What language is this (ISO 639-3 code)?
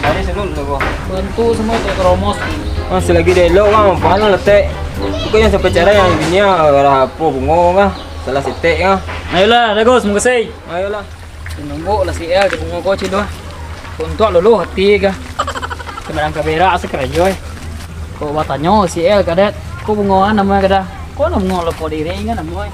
min